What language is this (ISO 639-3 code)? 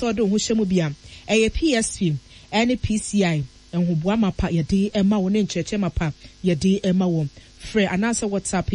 aka